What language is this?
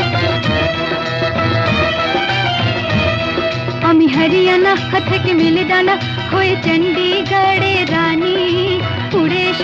Bangla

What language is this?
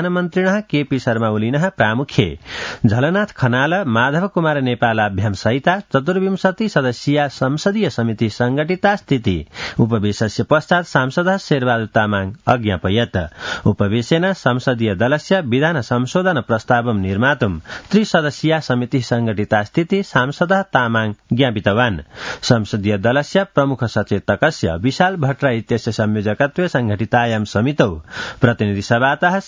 Sanskrit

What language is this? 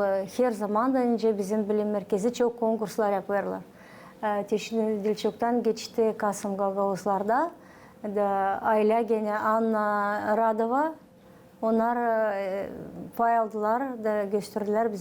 Gagauz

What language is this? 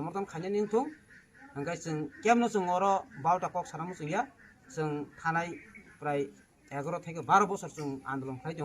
Riang (India)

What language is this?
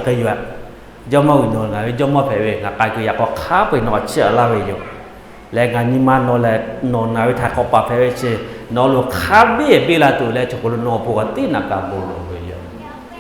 Lahu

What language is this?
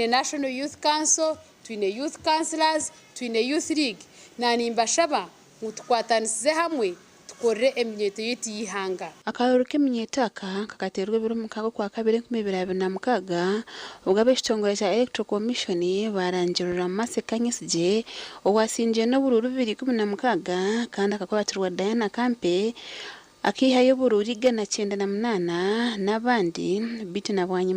Nyankole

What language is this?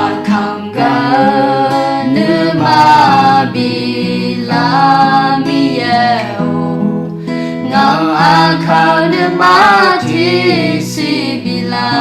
Akha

